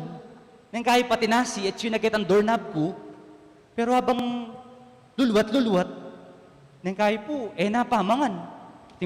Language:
Pampanga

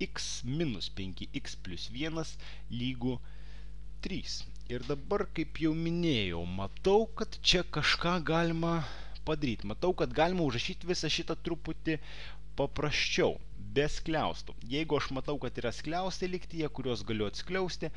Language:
Lithuanian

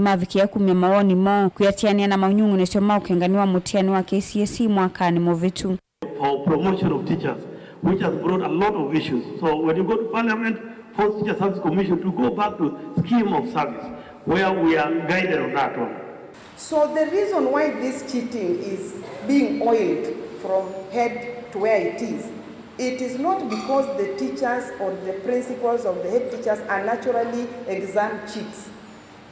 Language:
Kamba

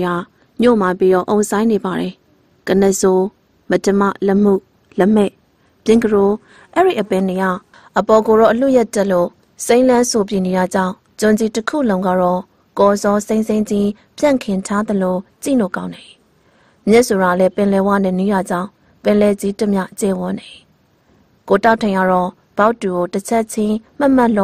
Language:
Burmese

